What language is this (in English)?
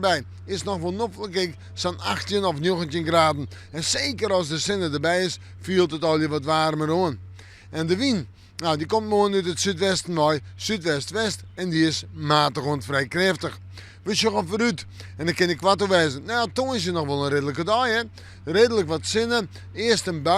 Western Frisian